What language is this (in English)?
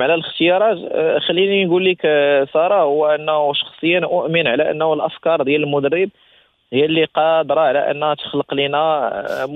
Moroccan Arabic